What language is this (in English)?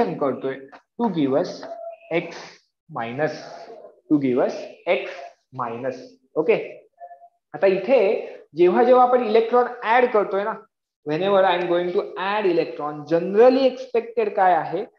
Marathi